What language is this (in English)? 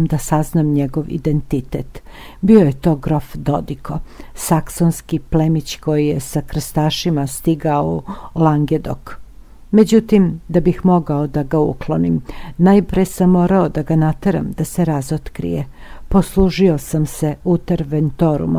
Serbian